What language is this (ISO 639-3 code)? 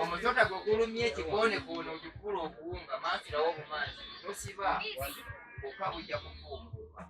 lug